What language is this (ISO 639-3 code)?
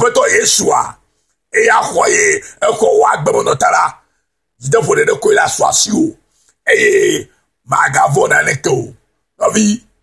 ewe